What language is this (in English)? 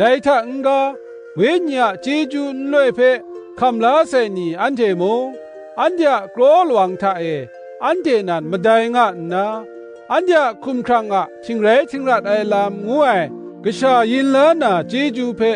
Kachin